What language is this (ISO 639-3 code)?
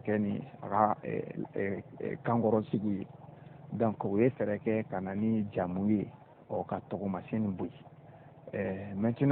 bam